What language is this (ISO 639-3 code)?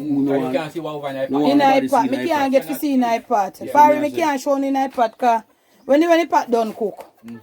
jam